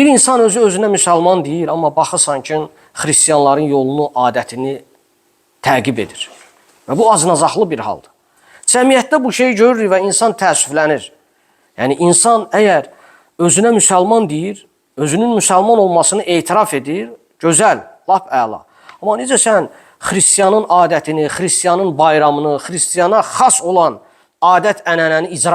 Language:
Azerbaijani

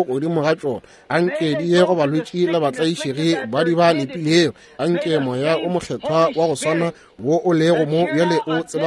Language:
Northern Sotho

